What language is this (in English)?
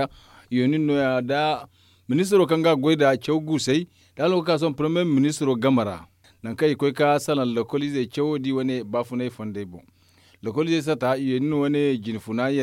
Zarma